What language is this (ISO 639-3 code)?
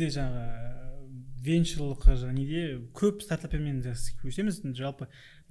kaz